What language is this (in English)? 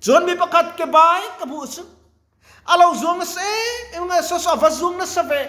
Mizo